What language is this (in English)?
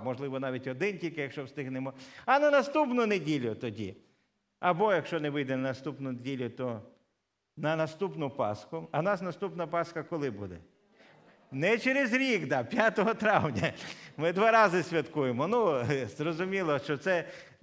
Ukrainian